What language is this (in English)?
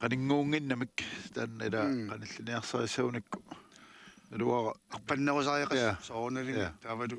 Kalaallisut